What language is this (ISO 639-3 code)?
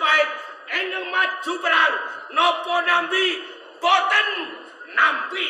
jav